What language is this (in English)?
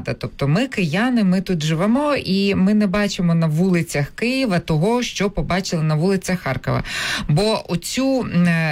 Ukrainian